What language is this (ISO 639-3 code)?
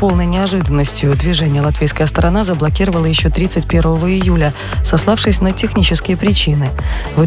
rus